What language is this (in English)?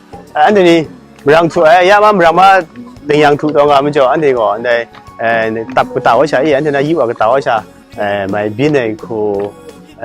Kachin